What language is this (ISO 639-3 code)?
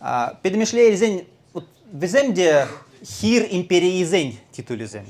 chv